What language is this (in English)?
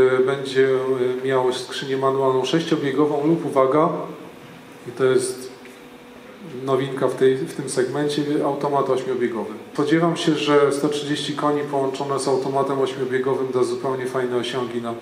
Polish